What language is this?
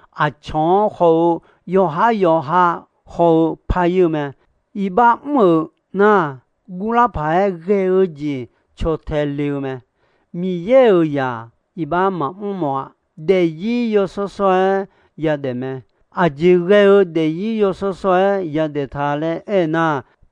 Akha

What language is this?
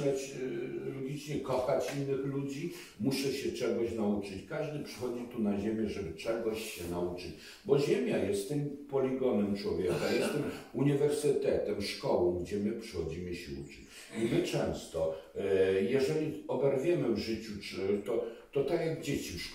Polish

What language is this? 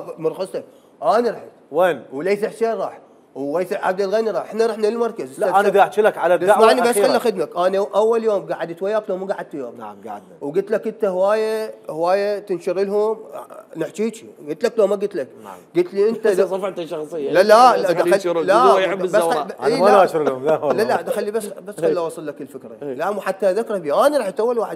Mesopotamian Arabic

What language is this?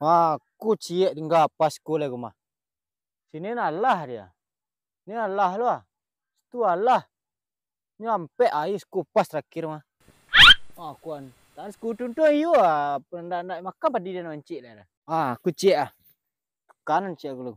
Minangkabau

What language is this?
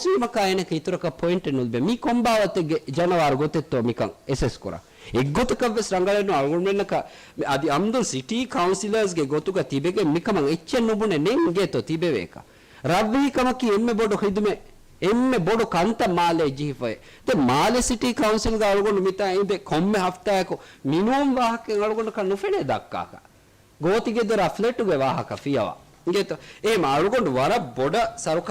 Divehi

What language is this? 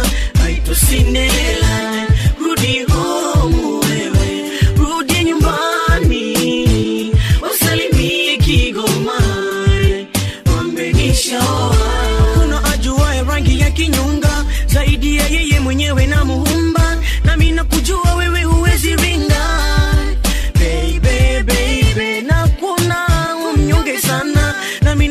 Swahili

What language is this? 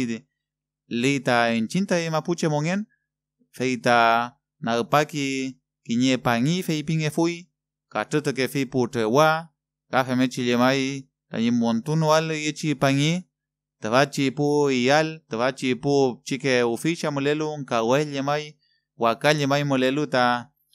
Mapuche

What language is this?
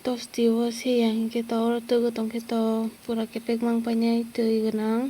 Kok Borok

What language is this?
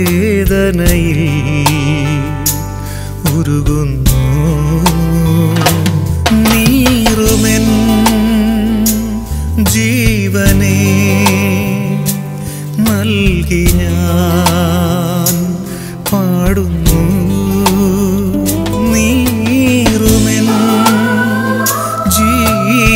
Malayalam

